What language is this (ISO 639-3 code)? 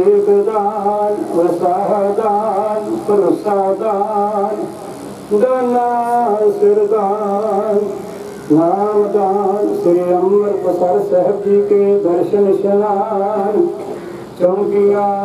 pan